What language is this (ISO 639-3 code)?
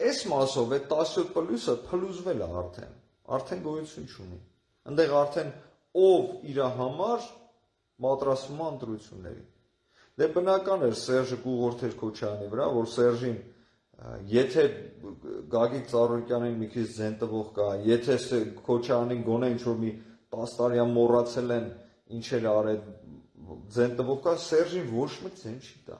hye